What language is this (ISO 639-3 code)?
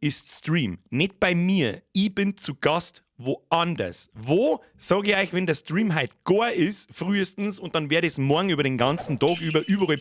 bar